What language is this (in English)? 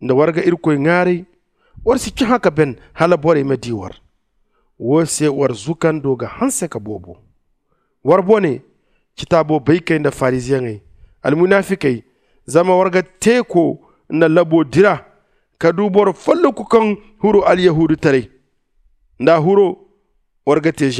Zarma